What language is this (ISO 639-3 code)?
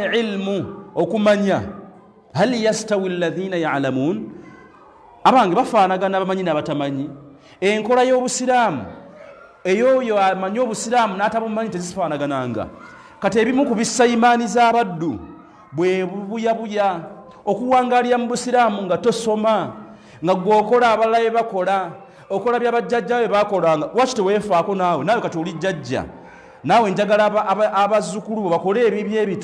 lug